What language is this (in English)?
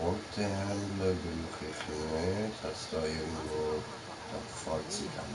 Swiss German